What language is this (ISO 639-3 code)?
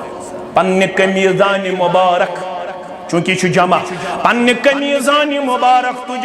kas